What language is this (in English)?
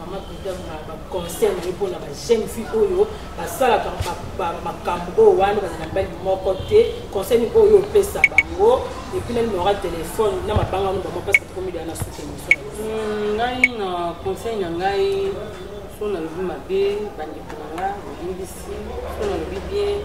Lingala